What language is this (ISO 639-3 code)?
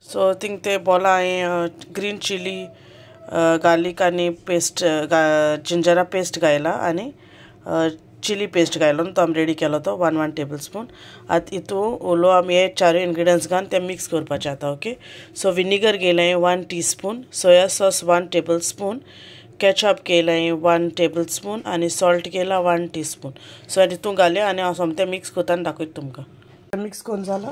kok